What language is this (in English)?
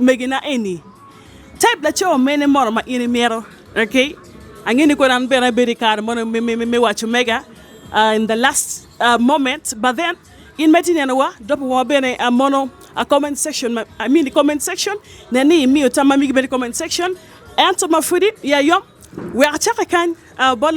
Acoli